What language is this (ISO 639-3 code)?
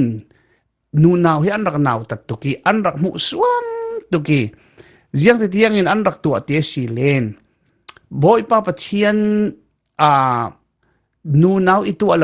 cfm